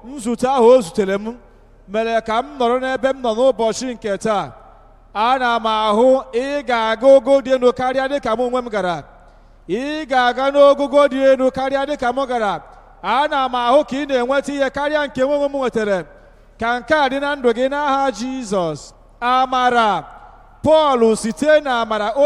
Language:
Igbo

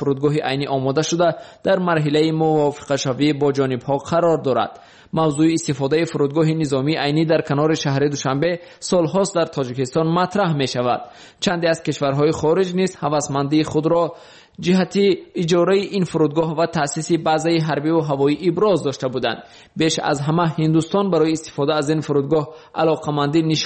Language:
Persian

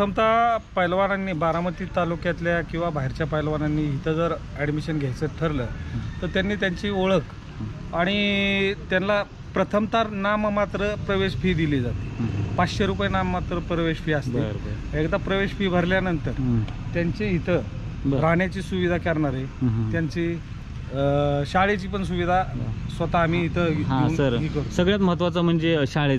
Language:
Marathi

